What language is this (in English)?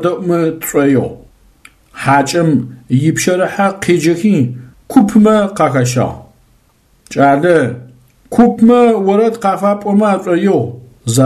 Adyghe